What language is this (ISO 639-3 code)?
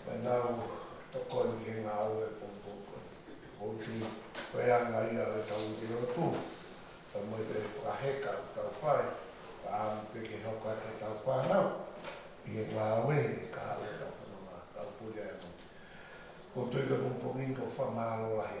ton